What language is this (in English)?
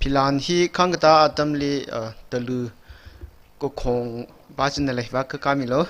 Tangkhul Naga (India)